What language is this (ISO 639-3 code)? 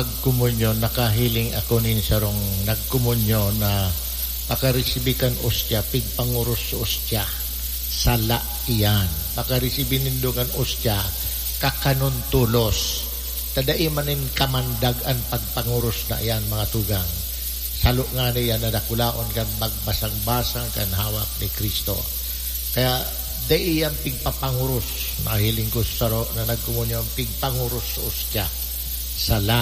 bik